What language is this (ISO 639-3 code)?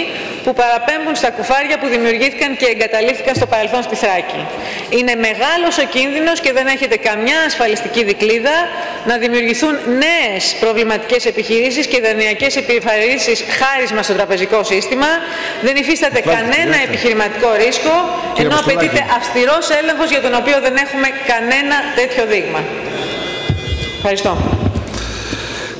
ell